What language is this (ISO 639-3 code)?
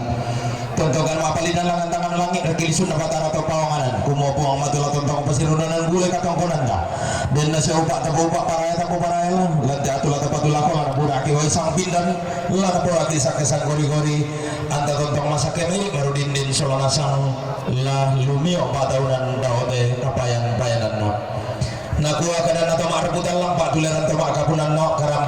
sda